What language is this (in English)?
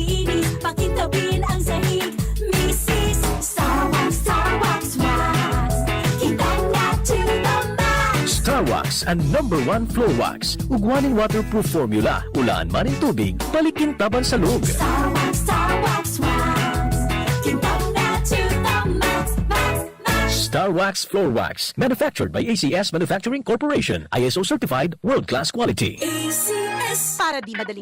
Bikol